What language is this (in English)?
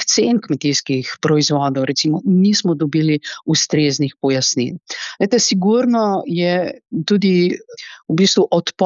Slovenian